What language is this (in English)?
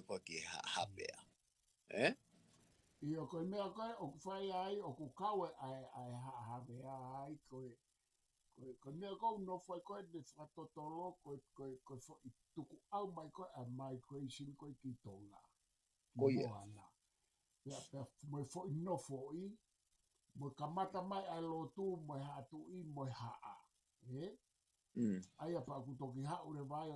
Tongan